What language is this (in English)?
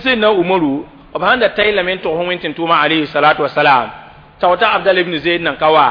Mossi